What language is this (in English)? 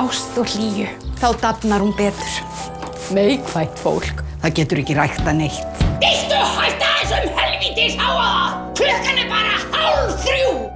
Icelandic